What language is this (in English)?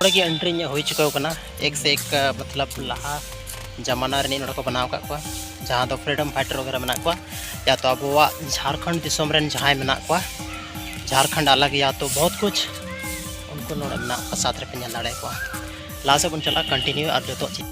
Santali